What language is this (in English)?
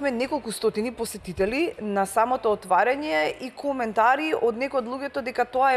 Macedonian